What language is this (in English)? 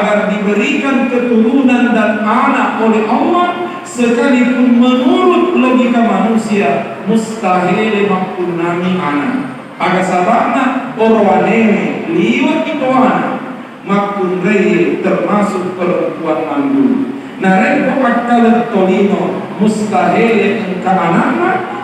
Buginese